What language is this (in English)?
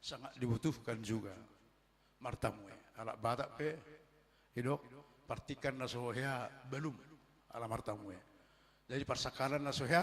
Batak Toba